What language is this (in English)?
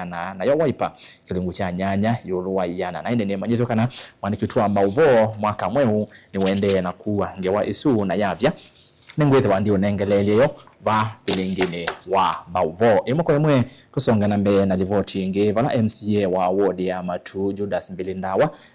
Kamba